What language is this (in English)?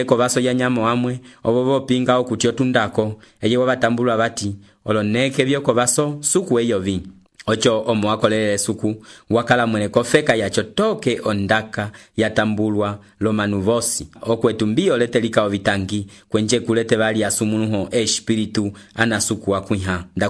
Umbundu